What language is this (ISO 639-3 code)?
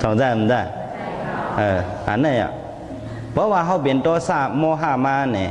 shn